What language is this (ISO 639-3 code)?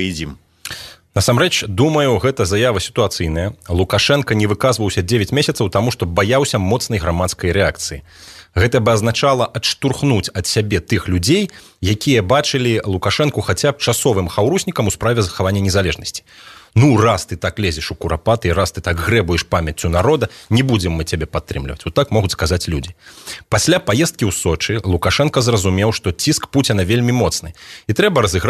bel